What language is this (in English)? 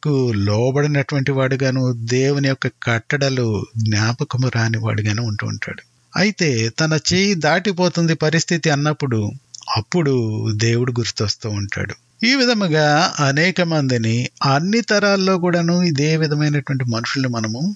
Telugu